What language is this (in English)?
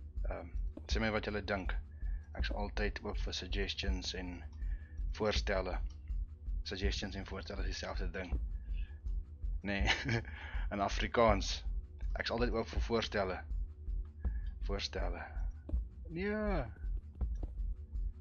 Afrikaans